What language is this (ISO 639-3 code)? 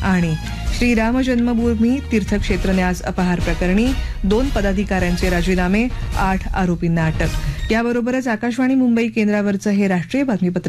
mar